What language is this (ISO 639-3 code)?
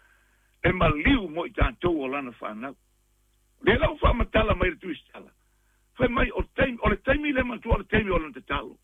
smo